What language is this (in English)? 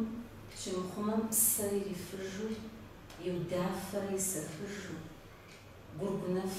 Kabardian